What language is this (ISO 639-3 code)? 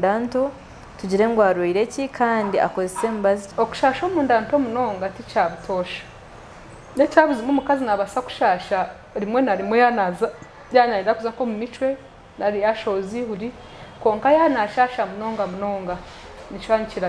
nyn